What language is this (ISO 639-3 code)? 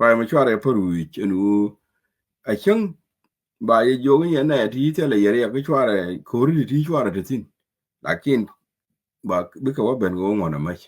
nus